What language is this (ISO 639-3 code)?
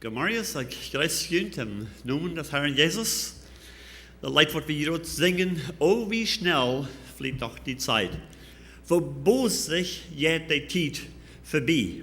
pdt